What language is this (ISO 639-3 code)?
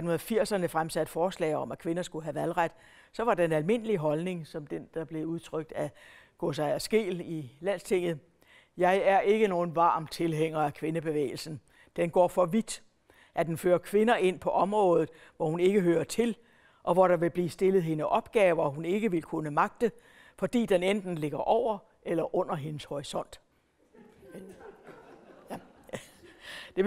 dan